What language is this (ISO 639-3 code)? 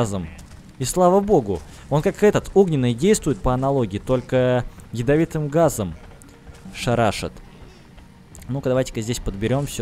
rus